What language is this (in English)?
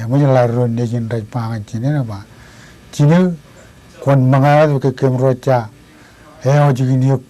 Marshallese